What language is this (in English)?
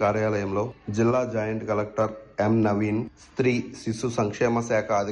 Telugu